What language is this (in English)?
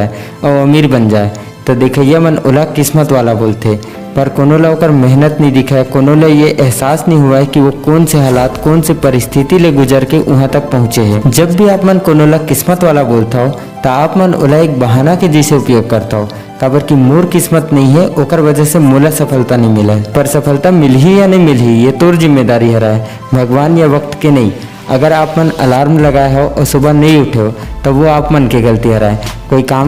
Chhattisgarhi